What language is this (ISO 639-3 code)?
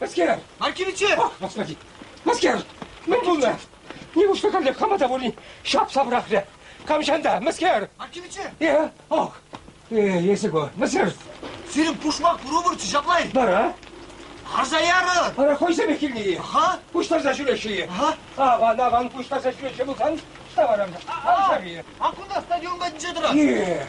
chv